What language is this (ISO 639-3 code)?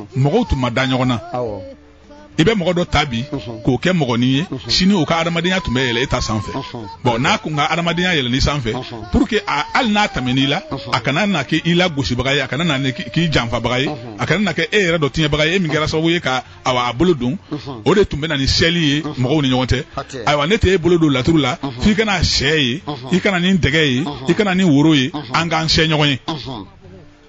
bam